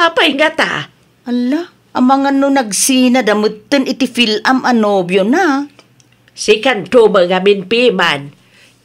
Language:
Iloko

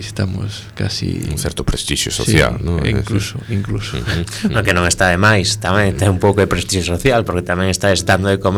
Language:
Galician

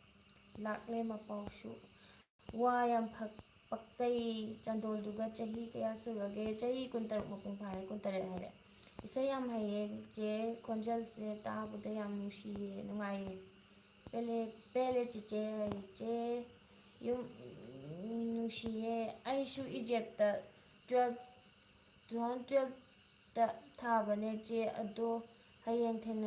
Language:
Manipuri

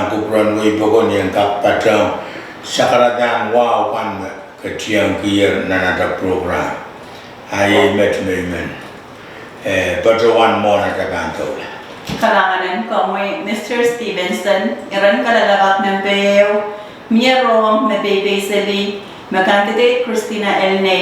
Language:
Pohnpeian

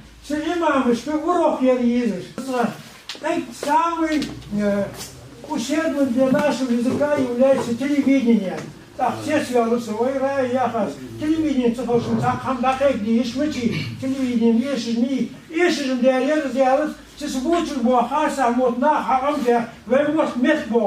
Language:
Ingush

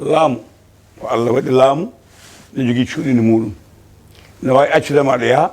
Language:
Fula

